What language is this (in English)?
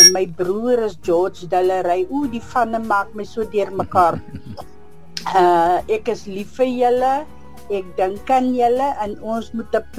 Afrikaans